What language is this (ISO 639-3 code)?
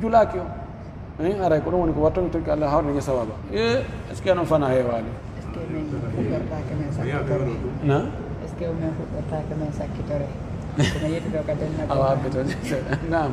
fuf